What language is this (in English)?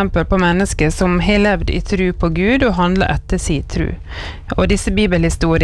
Norwegian